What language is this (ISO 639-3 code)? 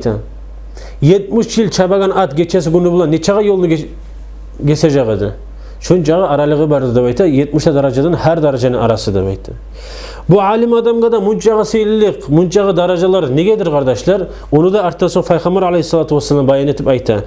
kum